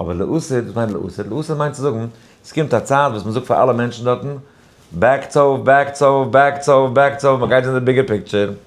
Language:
Yiddish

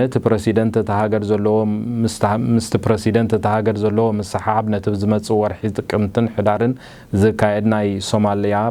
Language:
Tigrinya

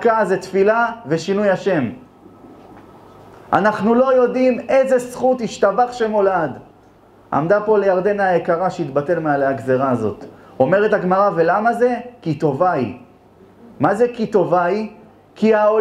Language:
Hebrew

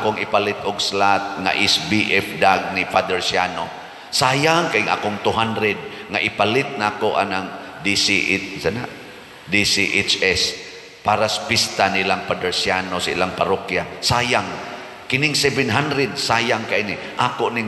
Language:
Cebuano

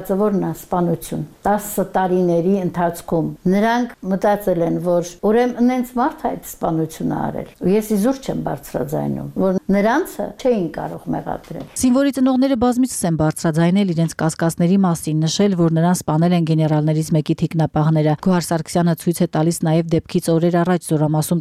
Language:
Armenian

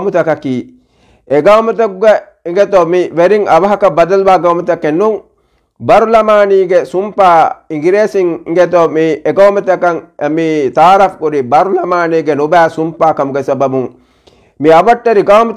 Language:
Divehi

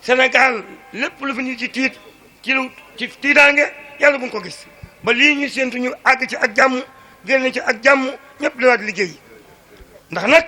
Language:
Wolof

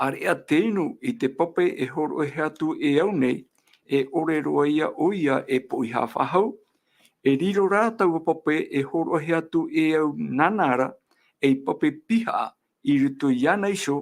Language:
Tahitian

